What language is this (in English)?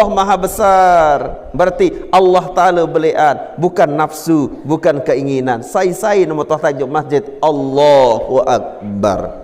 Sasak